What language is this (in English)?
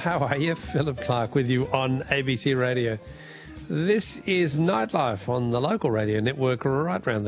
English